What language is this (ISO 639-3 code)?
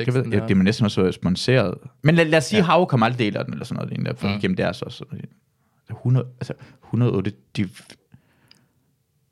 dan